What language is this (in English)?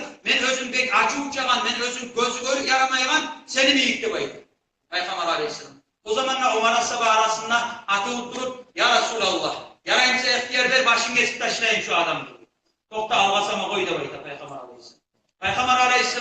Kumyk